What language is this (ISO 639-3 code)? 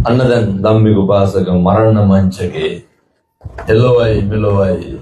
sin